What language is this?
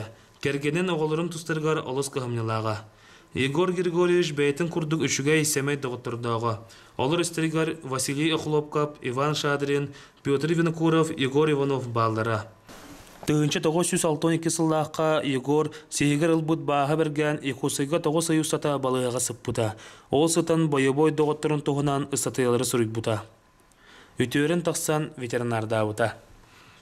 Yakut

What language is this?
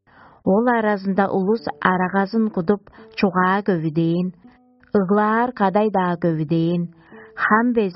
Tuvinian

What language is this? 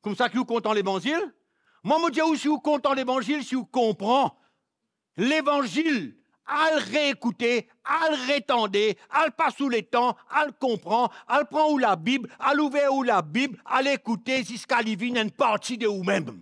Morisyen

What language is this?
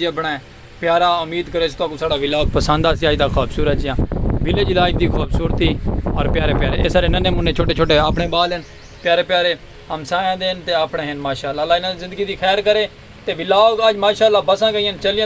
Saraiki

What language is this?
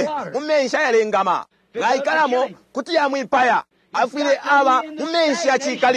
Bemba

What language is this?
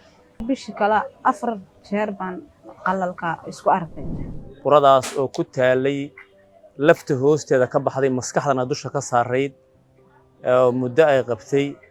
Somali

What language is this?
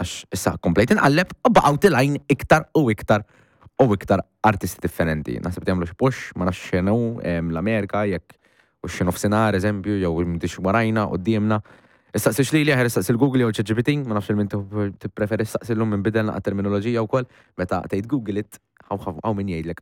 Maltese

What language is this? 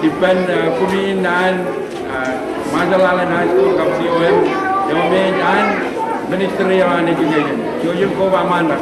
Marshallese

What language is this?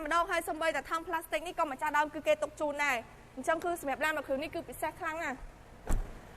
Khmer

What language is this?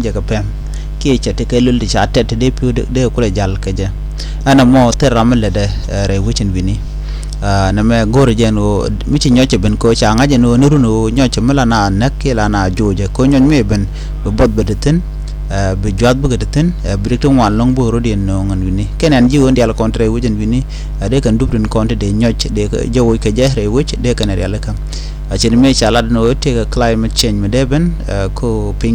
Nuer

